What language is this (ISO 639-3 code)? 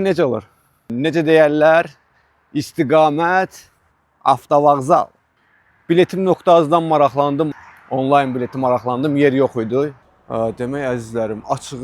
aze